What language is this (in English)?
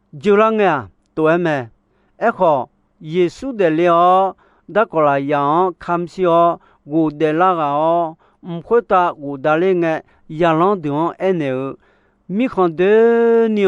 Akha